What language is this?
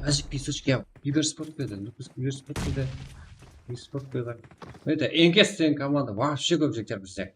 Kara-Kalpak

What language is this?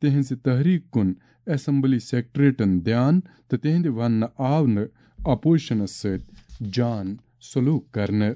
Kashmiri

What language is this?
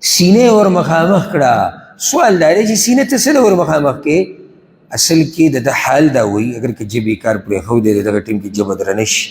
Pashto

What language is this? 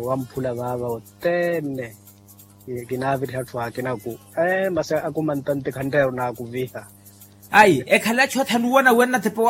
Makhuwa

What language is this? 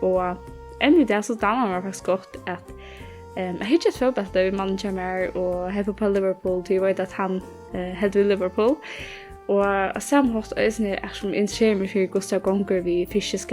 Faroese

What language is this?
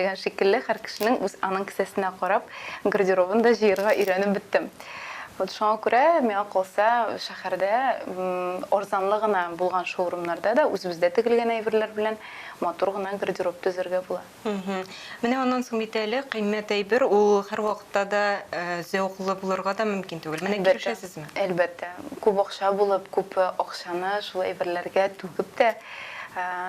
Tatar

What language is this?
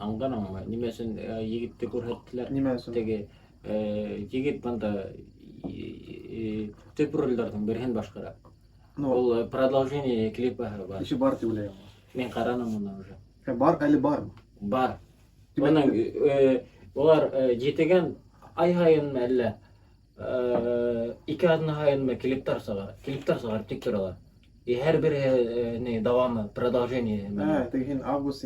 Bashkir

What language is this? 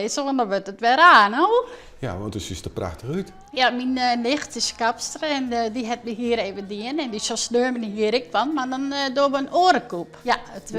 Western Frisian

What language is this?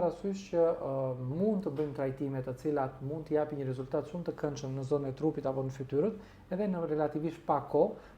Albanian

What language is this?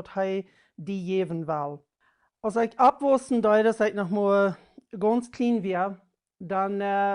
Plautdietsch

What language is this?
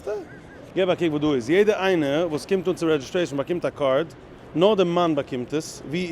Yiddish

